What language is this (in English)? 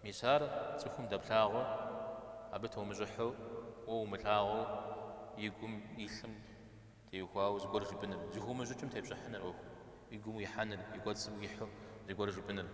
Kabardian